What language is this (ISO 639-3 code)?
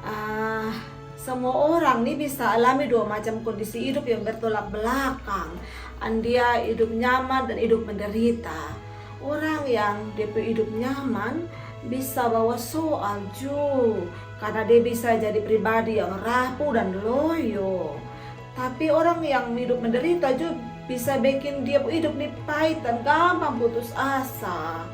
mkn